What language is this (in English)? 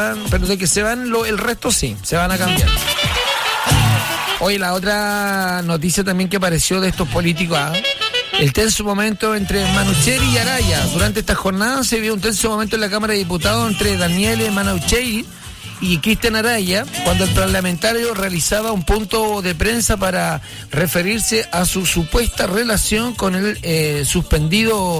Spanish